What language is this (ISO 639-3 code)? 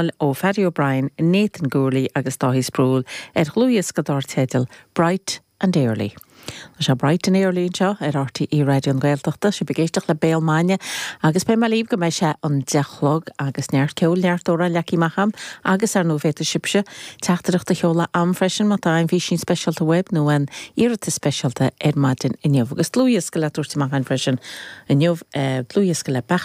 gle